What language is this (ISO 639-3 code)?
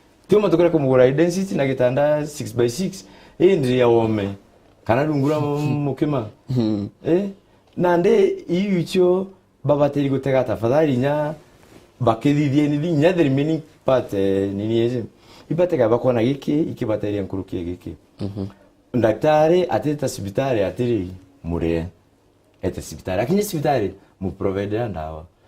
mer